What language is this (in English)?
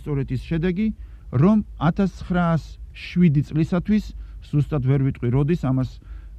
Georgian